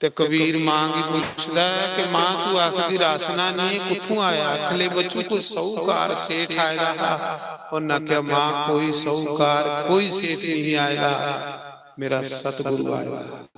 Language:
Dogri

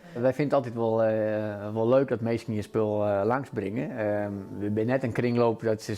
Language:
Western Frisian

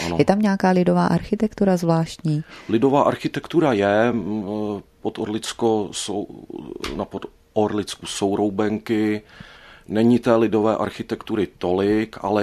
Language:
Czech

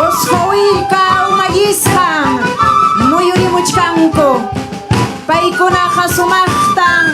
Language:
Ayacucho Quechua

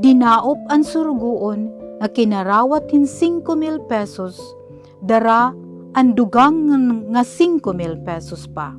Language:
Waray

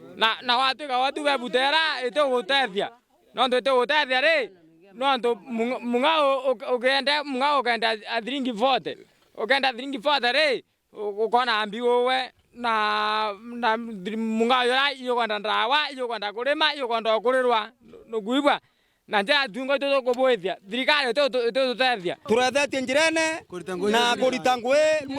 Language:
Meru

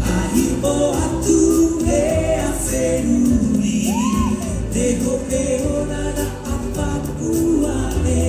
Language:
Tahitian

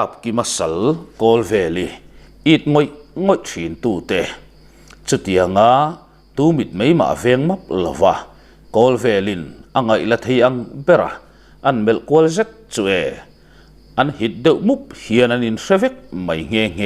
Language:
Mizo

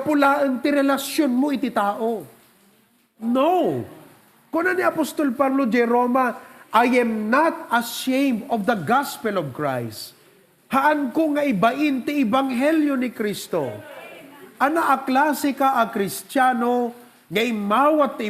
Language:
Iloko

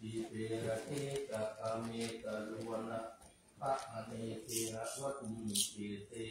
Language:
Pali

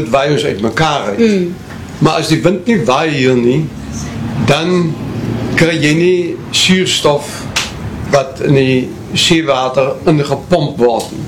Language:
Afrikaans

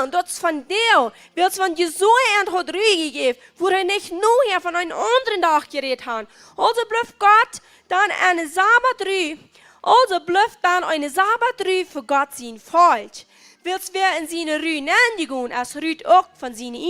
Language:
Plautdietsch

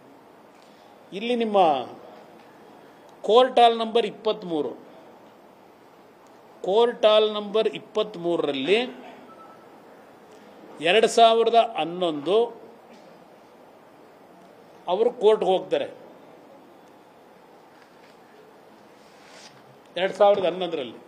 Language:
Kannada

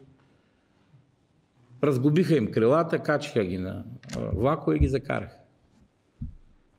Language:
Bulgarian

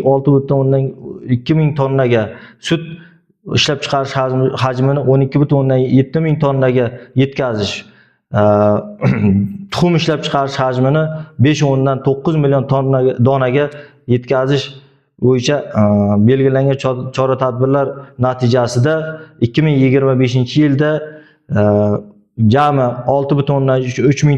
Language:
Uzbek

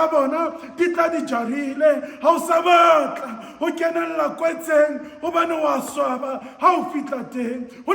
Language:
Southern Sotho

